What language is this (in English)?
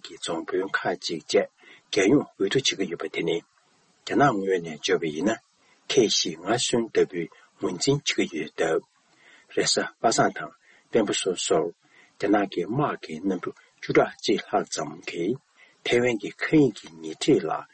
Tibetan